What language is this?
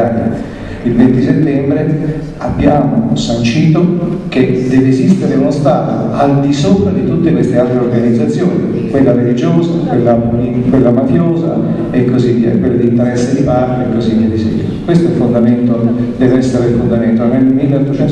Italian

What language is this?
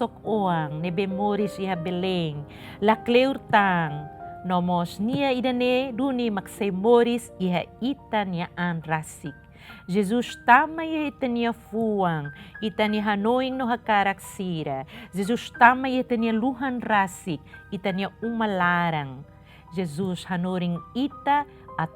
Tetum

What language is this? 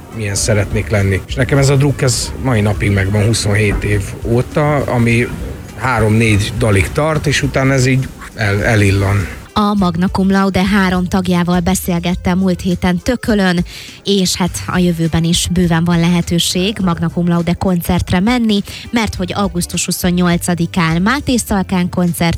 Hungarian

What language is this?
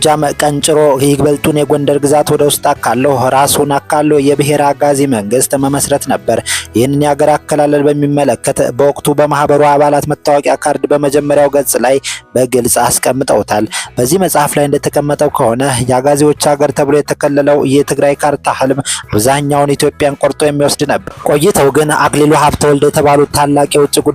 Amharic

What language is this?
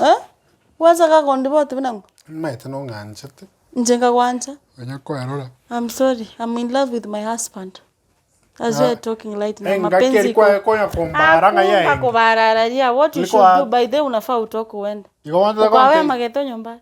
Gusii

